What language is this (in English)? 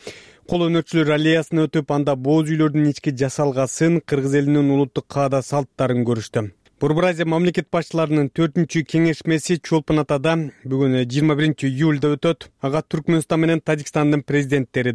Kyrgyz